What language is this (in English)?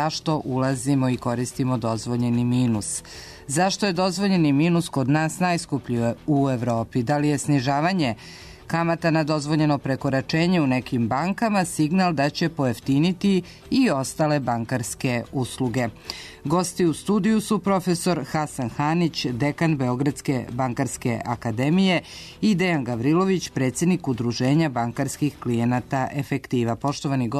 Serbian